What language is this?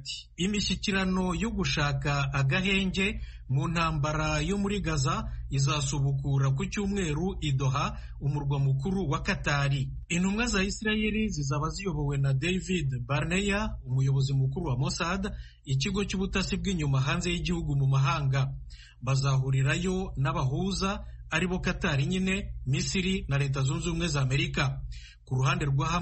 Kinyarwanda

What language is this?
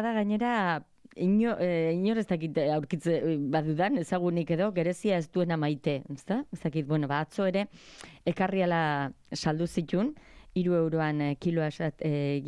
Basque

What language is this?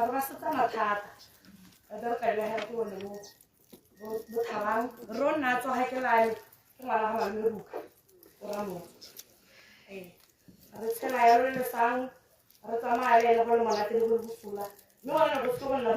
Tswana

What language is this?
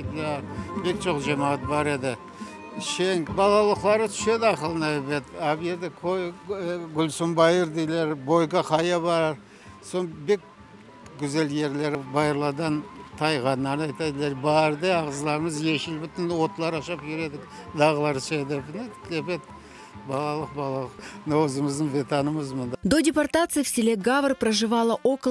Crimean Tatar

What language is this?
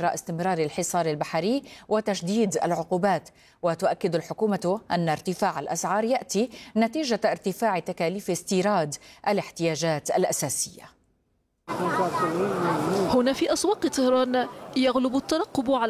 Arabic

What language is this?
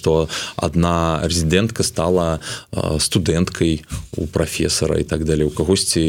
Belarusian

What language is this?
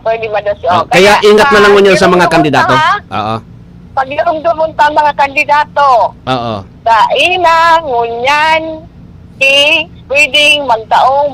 Bikol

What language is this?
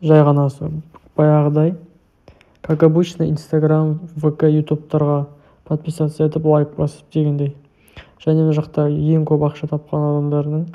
Kazakh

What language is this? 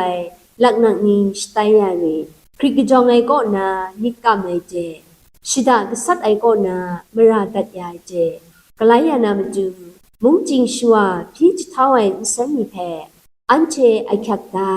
Kachin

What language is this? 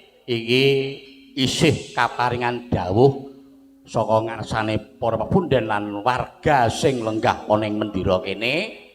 Javanese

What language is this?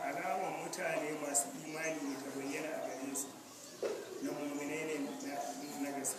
Hausa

